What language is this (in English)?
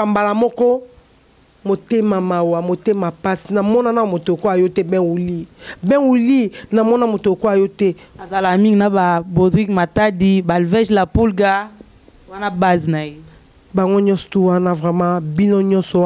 Lingala